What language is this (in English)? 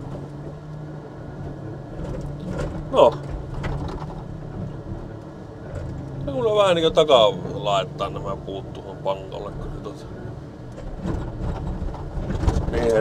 Finnish